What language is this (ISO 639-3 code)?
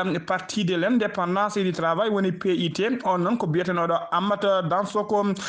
ful